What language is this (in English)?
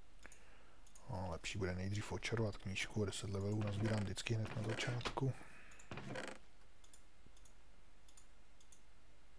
Czech